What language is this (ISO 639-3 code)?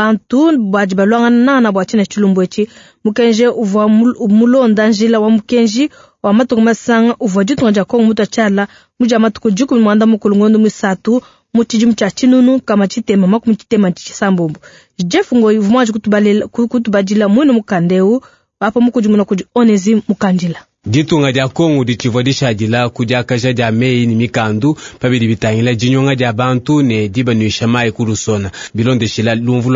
lua